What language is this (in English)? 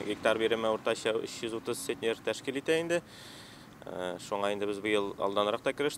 Tatar